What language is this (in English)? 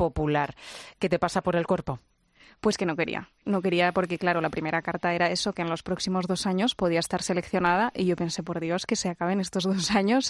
Spanish